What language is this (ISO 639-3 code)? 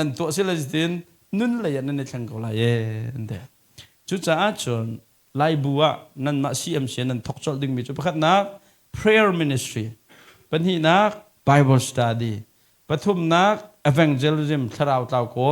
cnh